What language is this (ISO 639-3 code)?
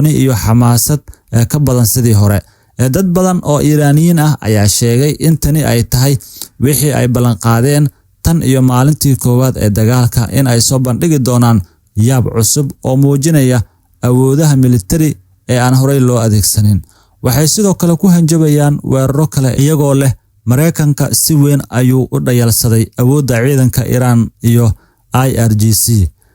som